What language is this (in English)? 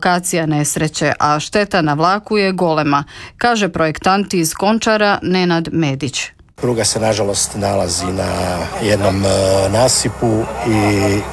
Croatian